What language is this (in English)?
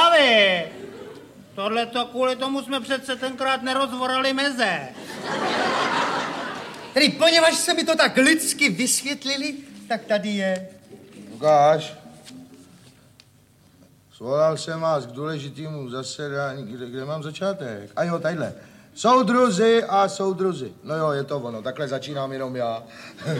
Czech